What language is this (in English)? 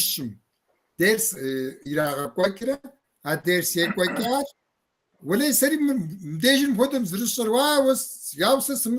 Kabardian